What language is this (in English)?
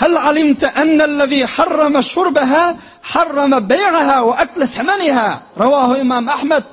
Turkmen